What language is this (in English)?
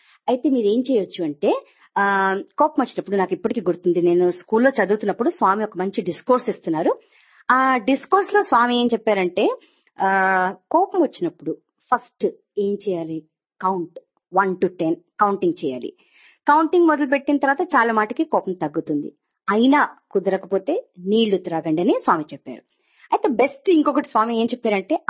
Telugu